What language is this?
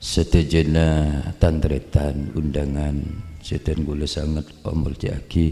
Madurese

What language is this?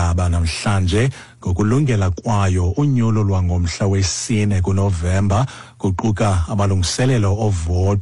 Xhosa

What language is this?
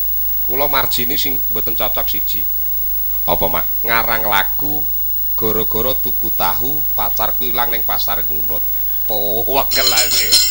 Javanese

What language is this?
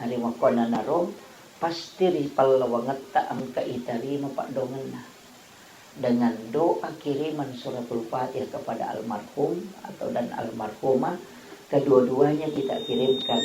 Buginese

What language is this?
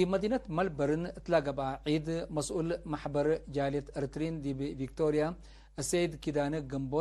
Tigre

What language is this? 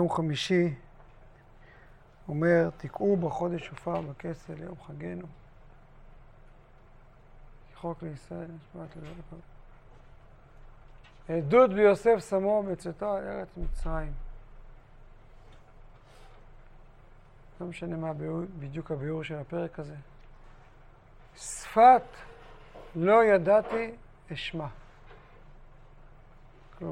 Hebrew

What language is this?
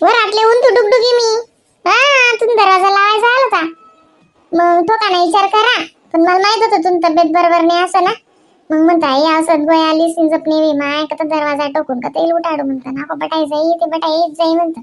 Khandesi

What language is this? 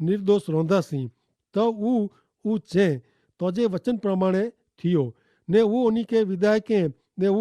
Kachhi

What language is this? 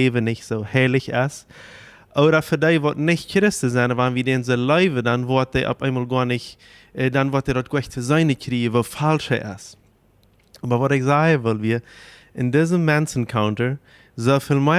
Plautdietsch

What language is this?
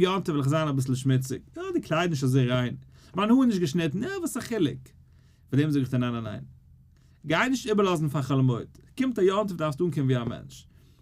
Yiddish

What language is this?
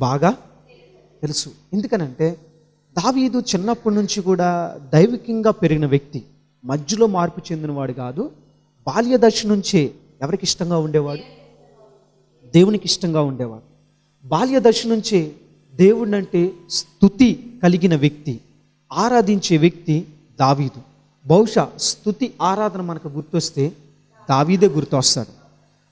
Telugu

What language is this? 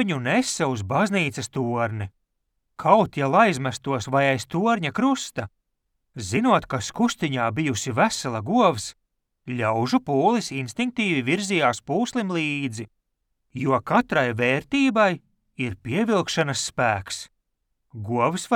Latvian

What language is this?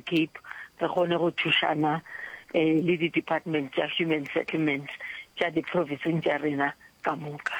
Northern Sotho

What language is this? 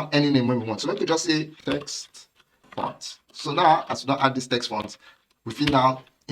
Nigerian Pidgin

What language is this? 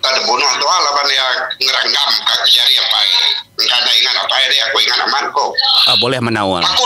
Iban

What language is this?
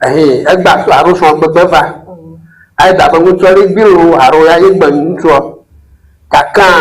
Ewe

